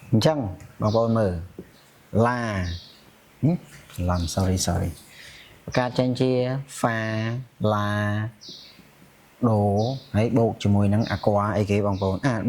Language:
Khmer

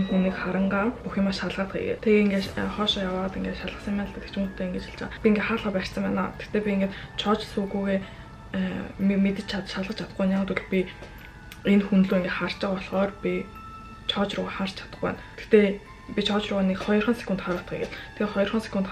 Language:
Mongolian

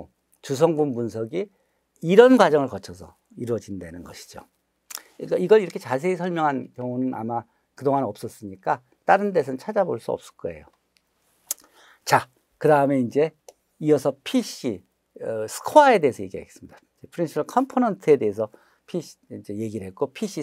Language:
Korean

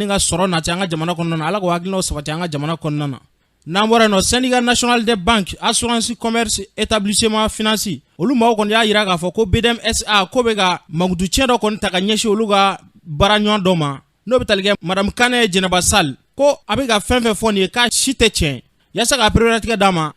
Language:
Bambara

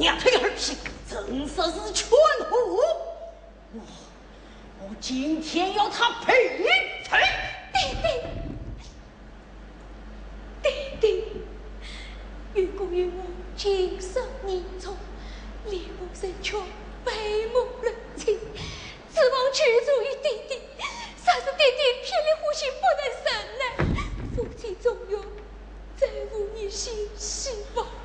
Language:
Chinese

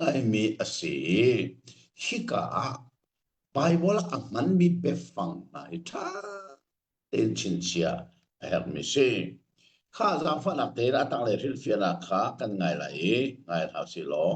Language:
Hakha Chin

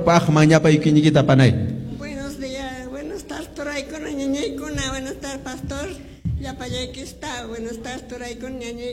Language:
Quechua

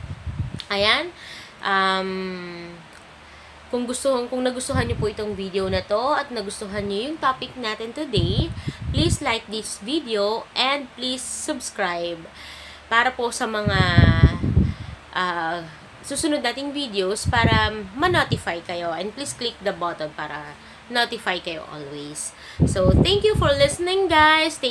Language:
Filipino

